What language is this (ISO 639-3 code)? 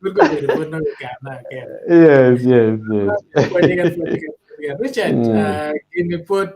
ach